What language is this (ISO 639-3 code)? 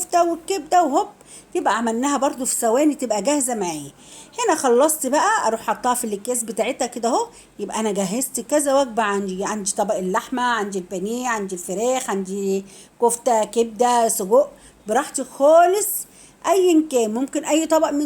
arz